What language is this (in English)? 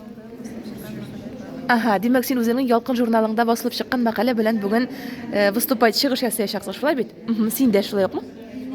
Tatar